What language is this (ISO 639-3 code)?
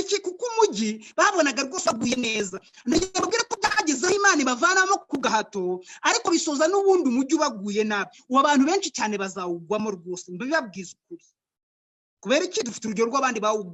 kin